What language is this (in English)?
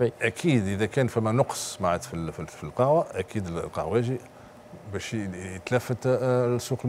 Tunisian Arabic